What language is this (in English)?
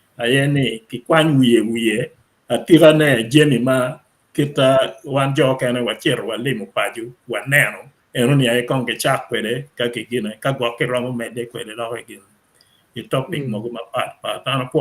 Acoli